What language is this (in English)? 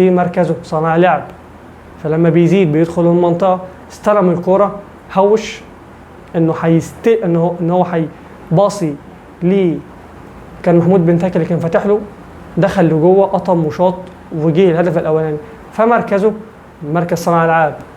Egyptian Arabic